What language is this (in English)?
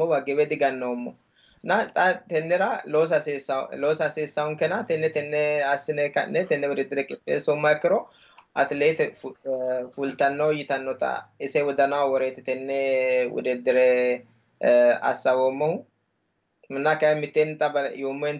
Sidamo